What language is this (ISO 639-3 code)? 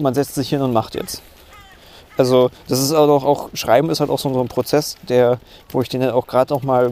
deu